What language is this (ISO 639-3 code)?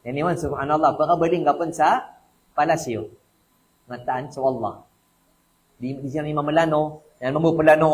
mrw